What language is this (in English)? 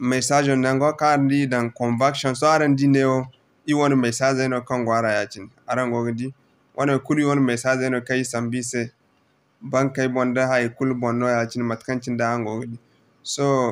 Zarma